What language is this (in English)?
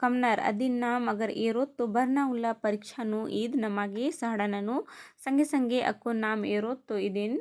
Kurukh